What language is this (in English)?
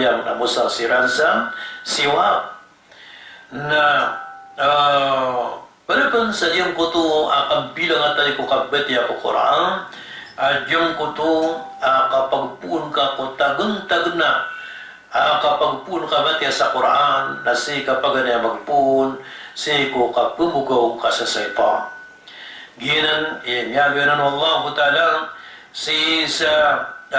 Maranao